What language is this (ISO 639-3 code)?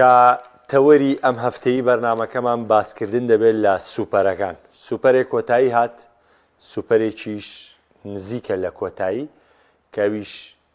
ckb